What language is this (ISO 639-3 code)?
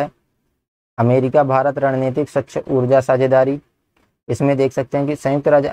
hin